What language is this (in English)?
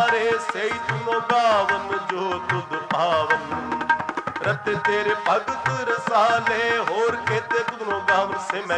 Punjabi